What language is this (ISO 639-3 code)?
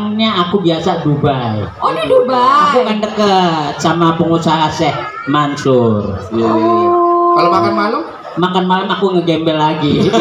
bew